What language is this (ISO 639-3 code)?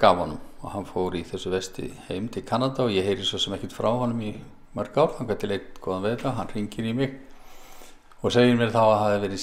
isl